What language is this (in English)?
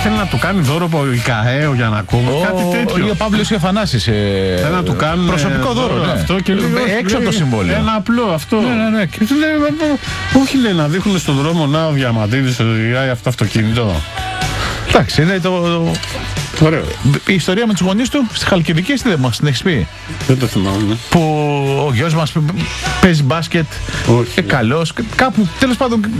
Greek